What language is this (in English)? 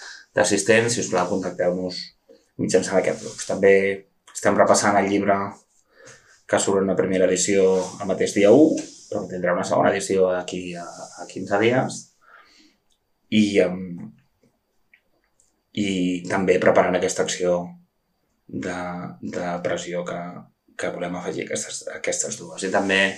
Catalan